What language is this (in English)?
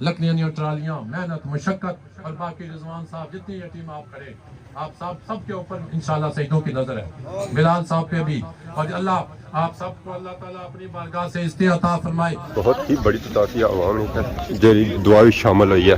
Pahari-Potwari